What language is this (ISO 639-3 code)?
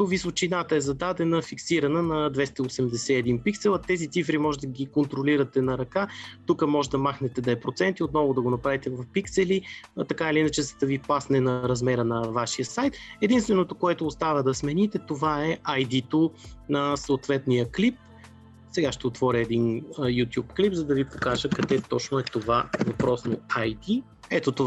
bul